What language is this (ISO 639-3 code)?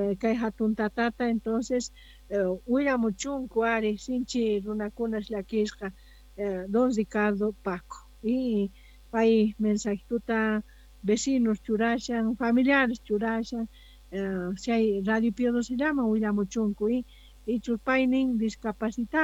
que